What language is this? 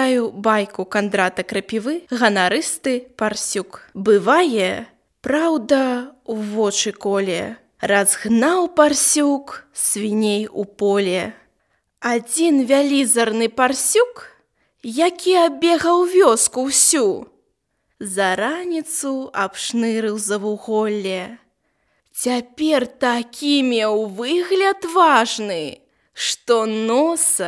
Belarusian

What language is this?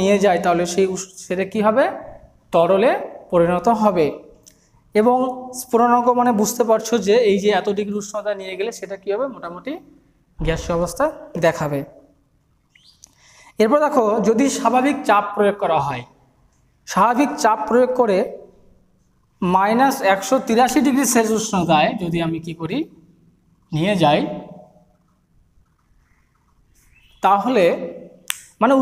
Bangla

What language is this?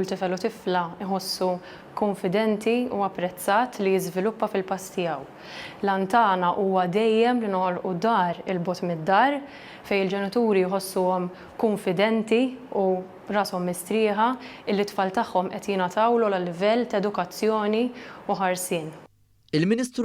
Maltese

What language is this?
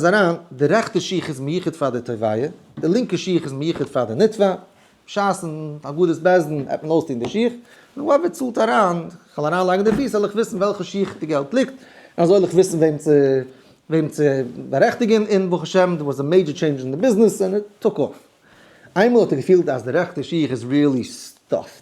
Yiddish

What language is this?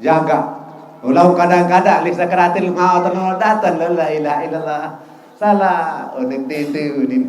Sasak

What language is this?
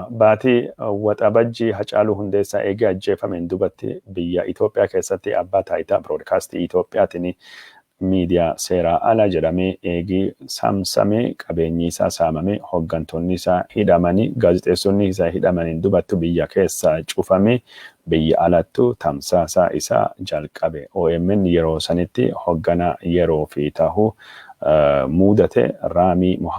Oromo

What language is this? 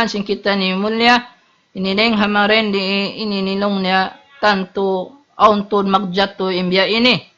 Tausug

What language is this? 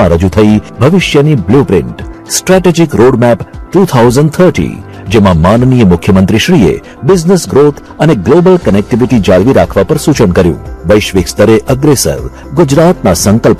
Gujarati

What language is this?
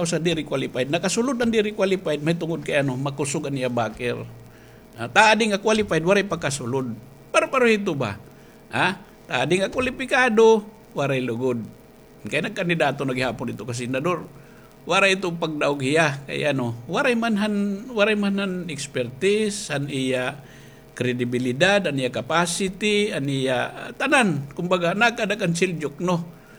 Waray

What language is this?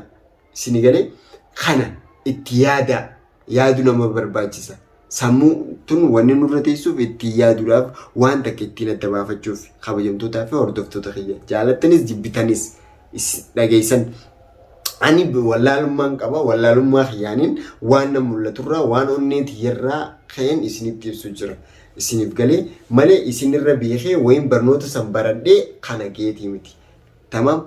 Oromo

